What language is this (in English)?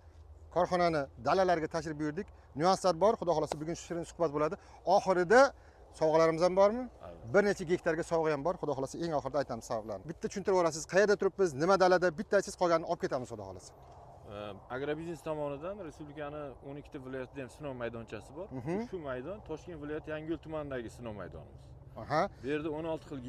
Uzbek